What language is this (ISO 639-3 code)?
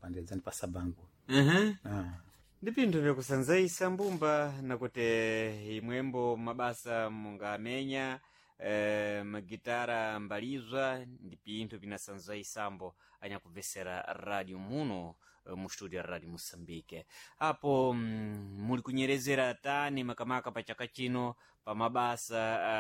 seh